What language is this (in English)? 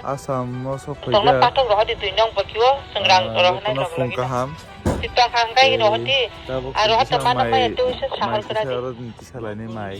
Kok Borok